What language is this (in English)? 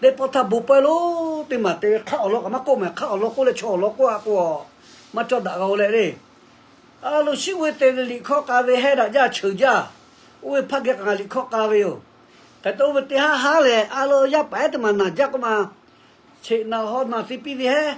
Lahu